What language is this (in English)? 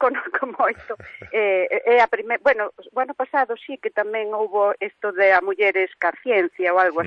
Galician